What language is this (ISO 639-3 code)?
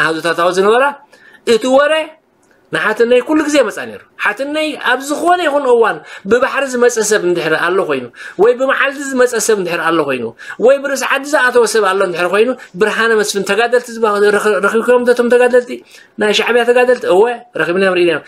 tir